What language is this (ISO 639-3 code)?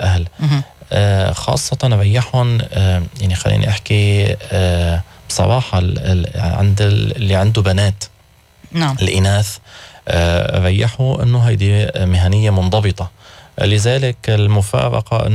apc